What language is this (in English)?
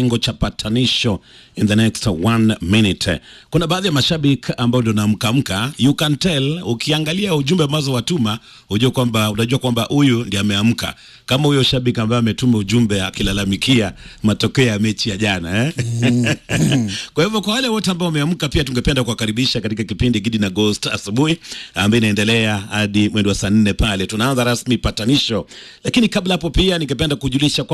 Swahili